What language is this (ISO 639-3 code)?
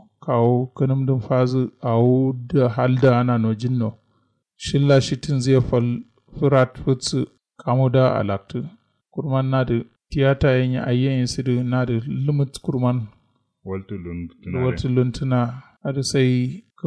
kau